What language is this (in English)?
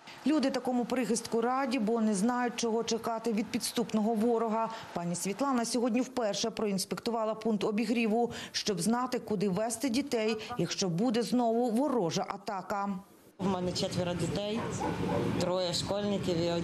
Ukrainian